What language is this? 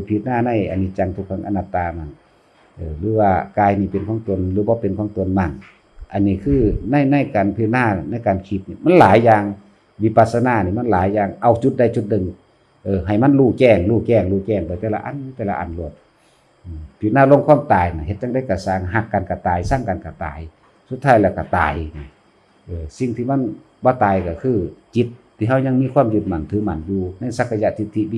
Northeastern Thai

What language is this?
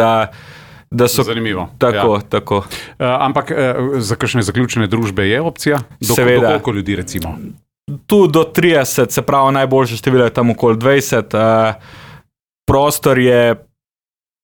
Slovenian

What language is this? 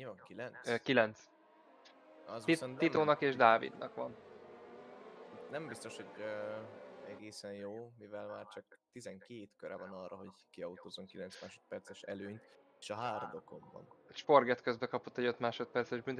Hungarian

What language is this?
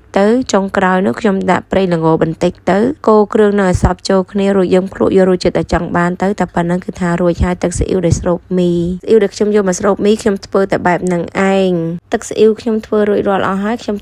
Khmer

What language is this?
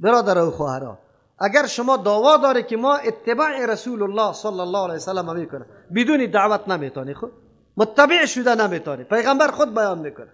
Persian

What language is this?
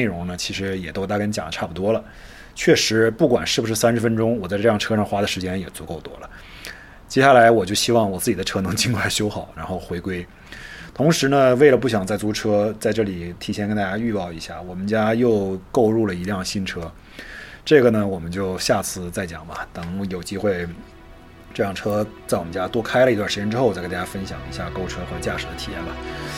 Chinese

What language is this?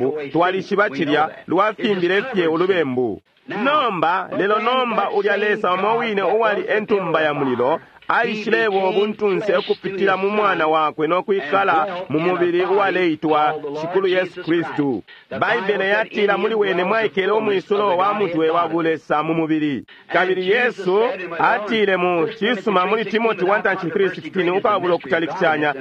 Bemba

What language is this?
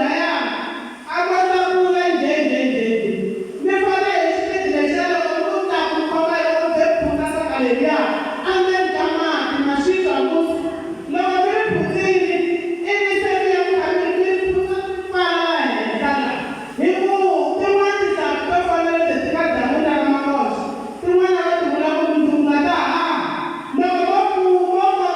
Tsonga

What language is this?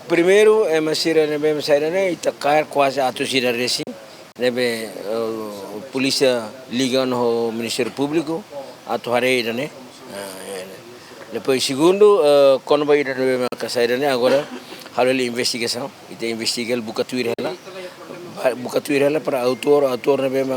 Tetum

